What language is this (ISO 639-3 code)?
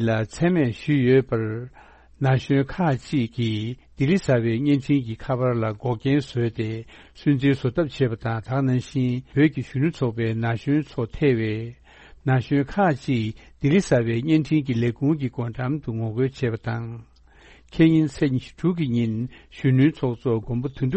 bod